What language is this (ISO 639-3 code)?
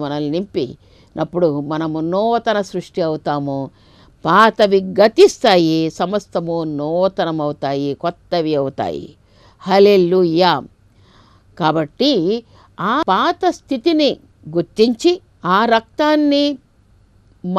tel